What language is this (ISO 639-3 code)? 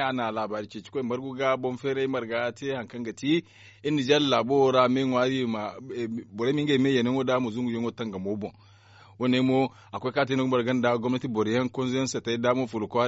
dje